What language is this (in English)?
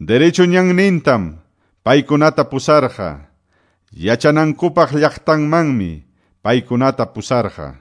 Quechua